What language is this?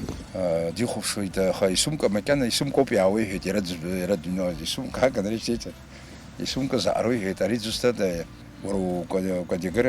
Abkhazian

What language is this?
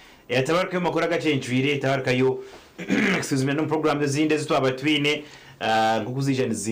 Nyankole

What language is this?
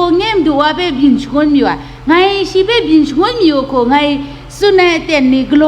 Kachin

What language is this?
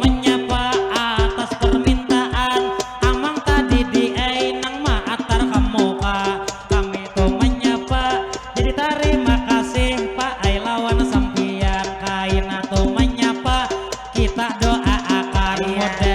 Banjar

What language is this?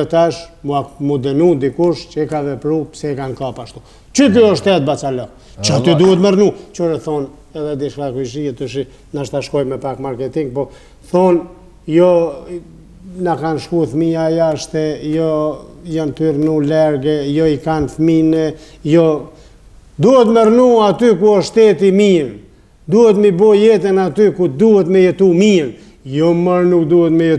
Albanian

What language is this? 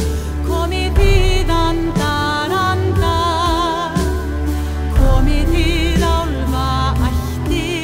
Icelandic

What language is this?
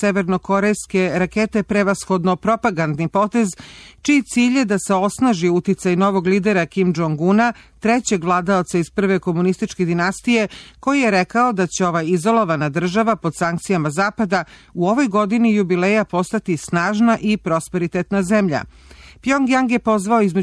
Serbian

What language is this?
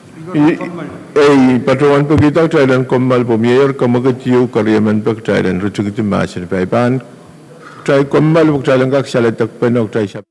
Pohnpeian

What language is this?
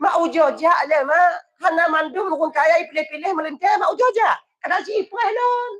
Achinese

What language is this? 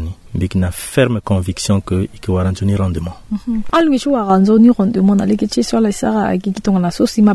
Sango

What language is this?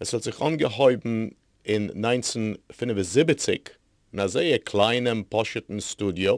Yiddish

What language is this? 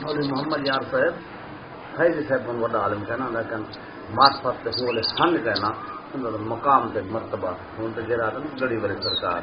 Saraiki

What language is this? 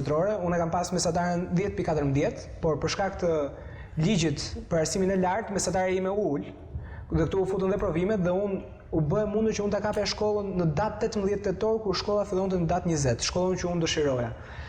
Albanian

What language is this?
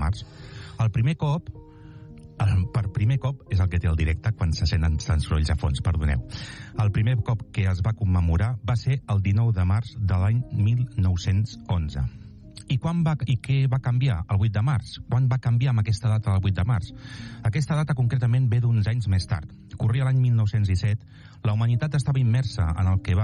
Catalan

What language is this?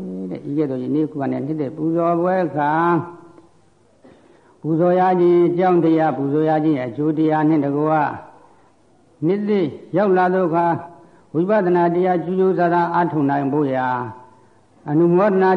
Burmese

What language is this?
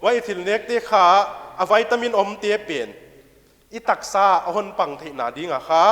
Paite Chin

